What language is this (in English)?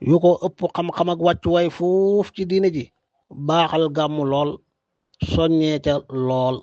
Wolof